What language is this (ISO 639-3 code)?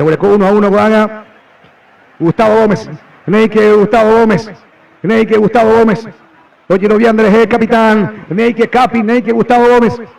grn